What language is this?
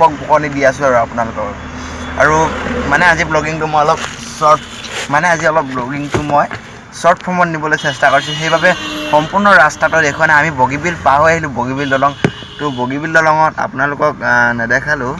Assamese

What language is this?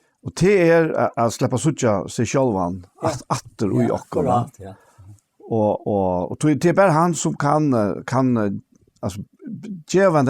Faroese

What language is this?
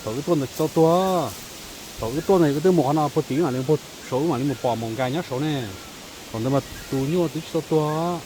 Hmong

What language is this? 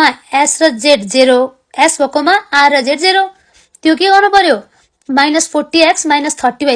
Nepali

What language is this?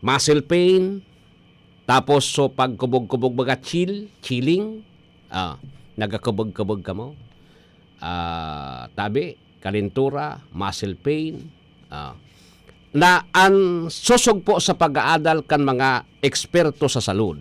Bikol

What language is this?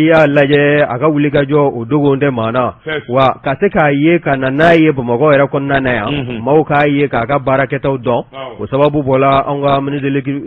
Bambara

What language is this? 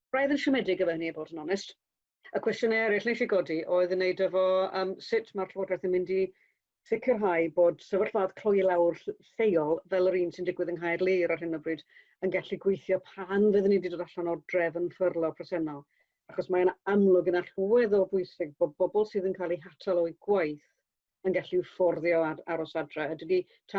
Welsh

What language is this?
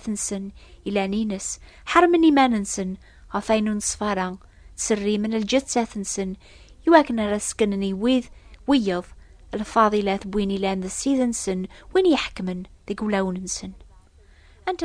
Kabyle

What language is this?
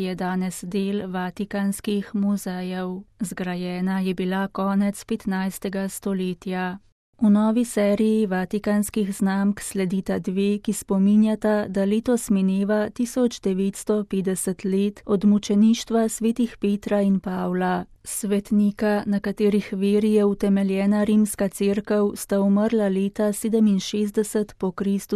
Slovenian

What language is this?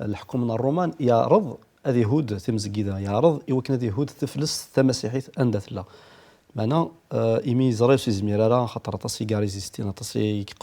Kabyle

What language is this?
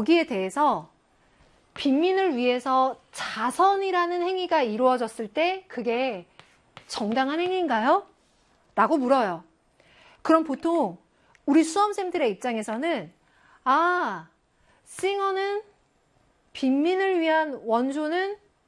Korean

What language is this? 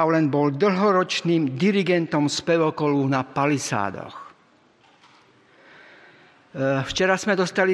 Slovak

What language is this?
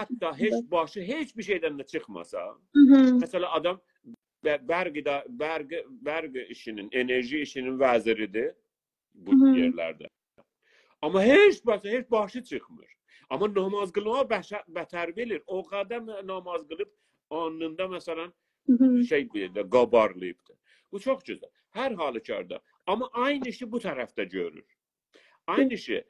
South Azerbaijani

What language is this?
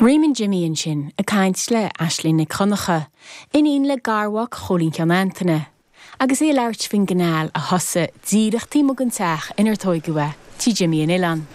Irish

